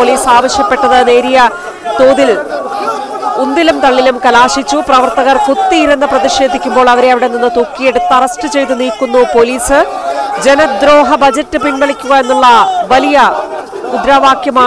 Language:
Malayalam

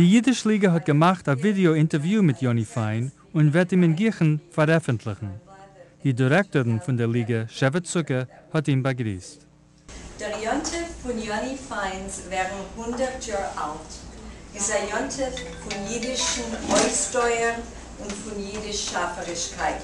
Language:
Yiddish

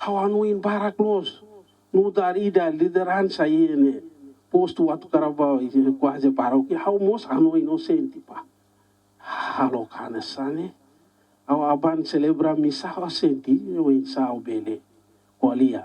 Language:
Tetum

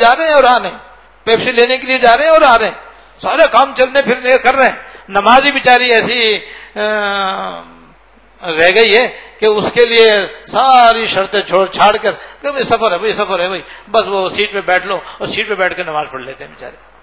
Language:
Urdu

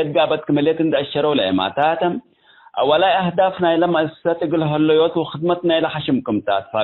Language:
Tigre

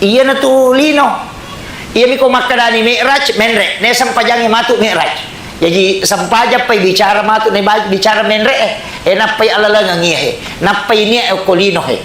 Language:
Buginese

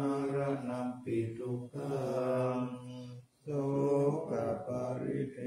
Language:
Pali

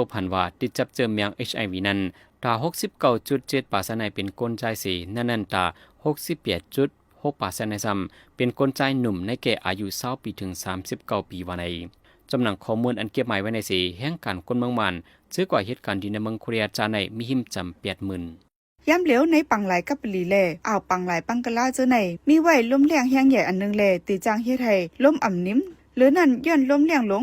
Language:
Shan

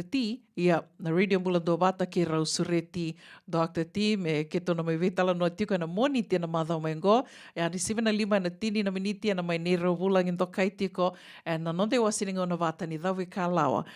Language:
Fijian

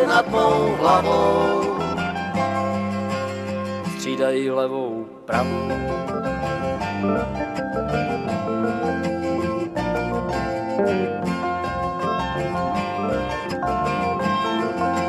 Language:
Czech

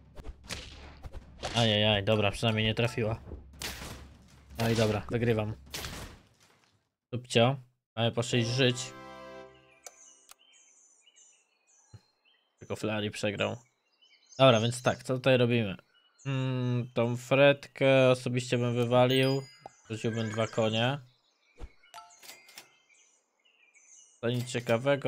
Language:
Polish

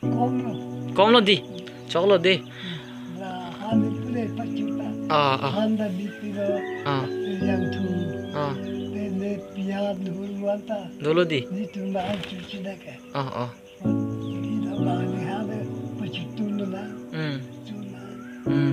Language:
Karbi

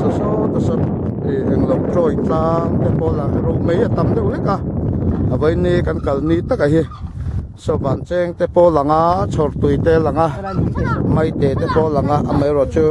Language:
Mizo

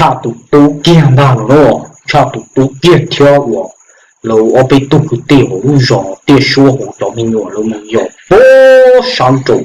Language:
Hmong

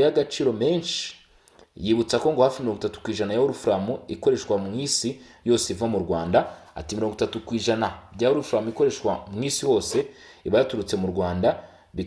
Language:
Kinyarwanda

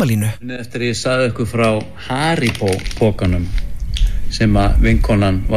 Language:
Icelandic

